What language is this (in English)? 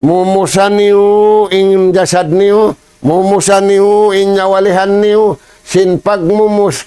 Tausug